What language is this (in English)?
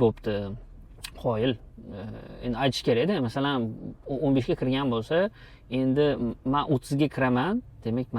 Uzbek